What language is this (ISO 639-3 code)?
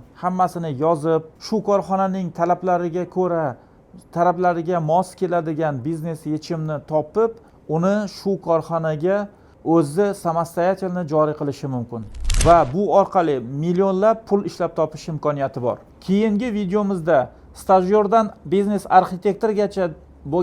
uzb